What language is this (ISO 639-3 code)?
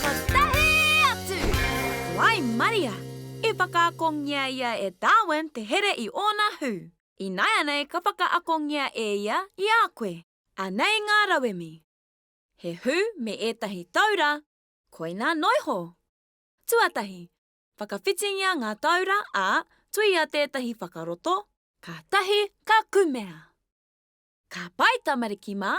mri